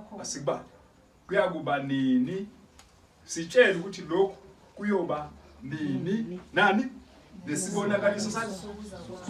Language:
Zulu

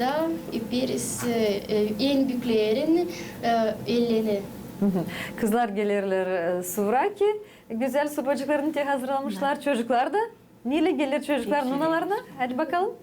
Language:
Gagauz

